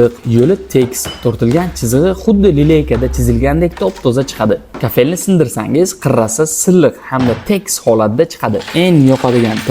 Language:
Uzbek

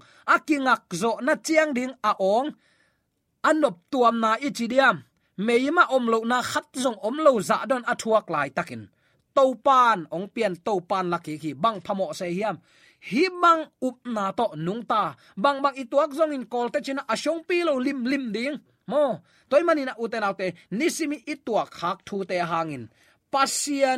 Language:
Tedim Chin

